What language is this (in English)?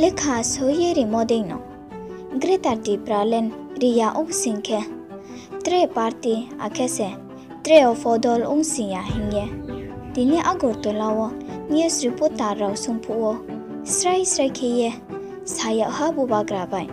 Riang (India)